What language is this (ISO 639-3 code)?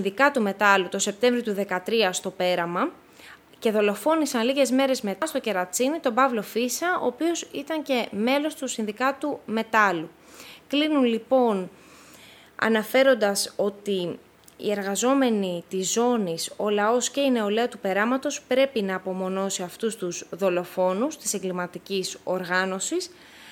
ell